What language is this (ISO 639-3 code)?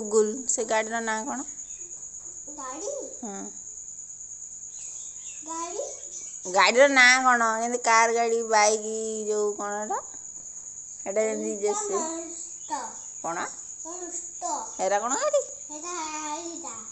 ori